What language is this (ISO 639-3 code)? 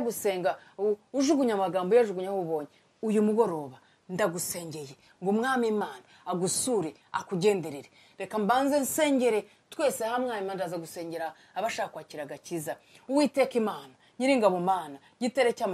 kin